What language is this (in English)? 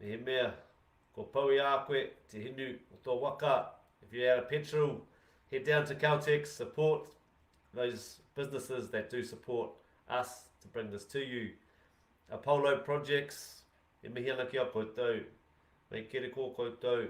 Māori